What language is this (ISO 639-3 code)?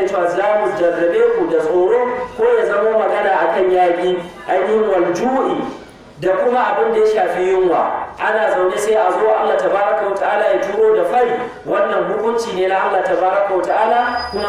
hau